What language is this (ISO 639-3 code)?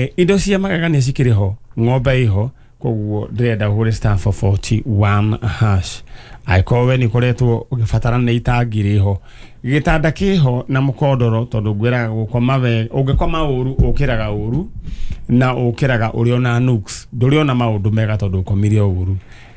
kik